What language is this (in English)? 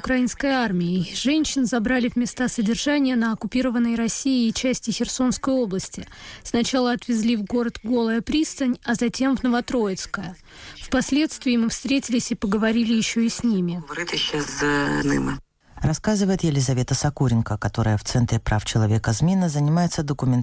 Russian